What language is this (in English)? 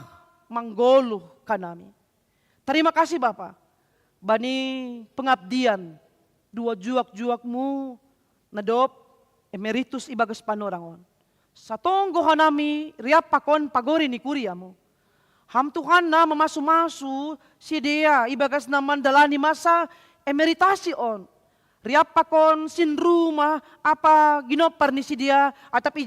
Batak Simalungun